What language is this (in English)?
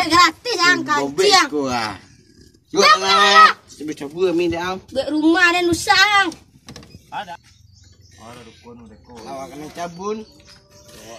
Minangkabau